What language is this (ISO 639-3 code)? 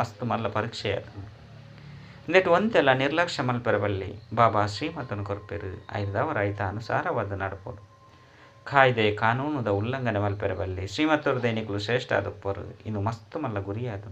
tcy